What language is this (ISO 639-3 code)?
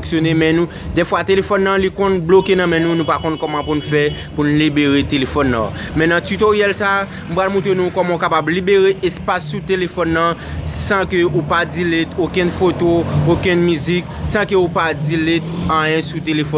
hat